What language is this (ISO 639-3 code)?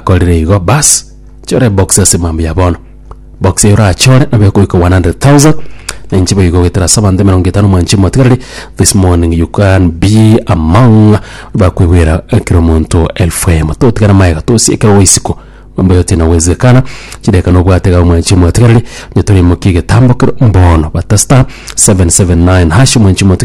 guz